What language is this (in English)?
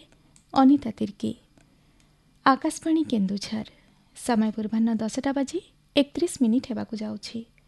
Odia